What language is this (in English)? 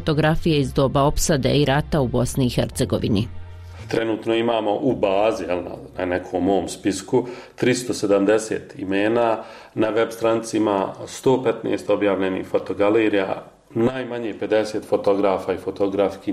Bosnian